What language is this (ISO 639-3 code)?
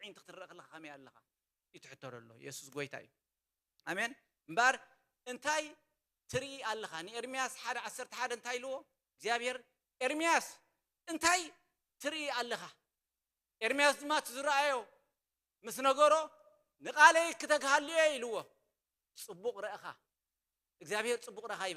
tir